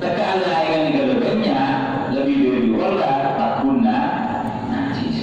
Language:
Madurese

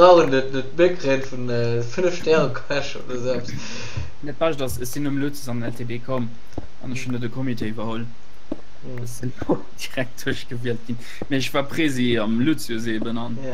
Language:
Luxembourgish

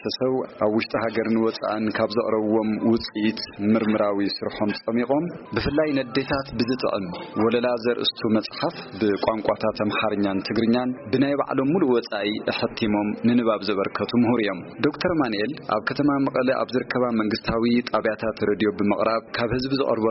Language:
Tigrinya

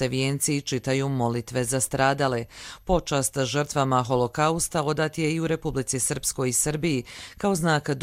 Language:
Croatian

